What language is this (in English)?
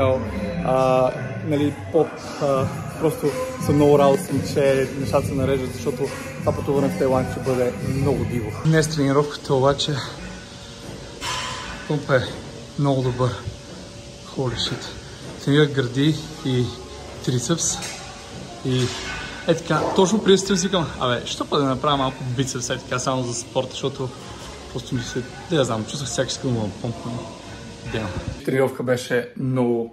Bulgarian